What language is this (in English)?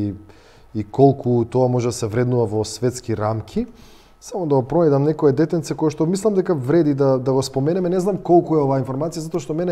Macedonian